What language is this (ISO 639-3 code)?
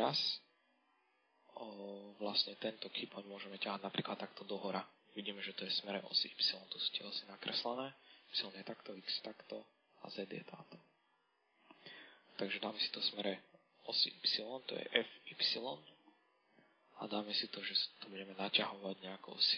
slk